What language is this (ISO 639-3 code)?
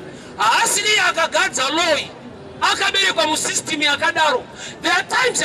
sna